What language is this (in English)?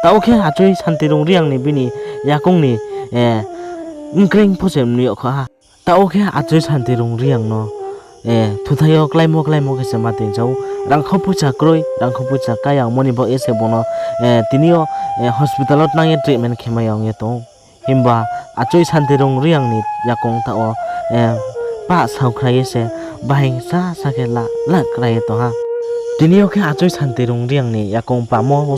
Riang (India)